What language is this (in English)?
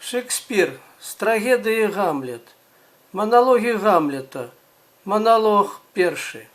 Belarusian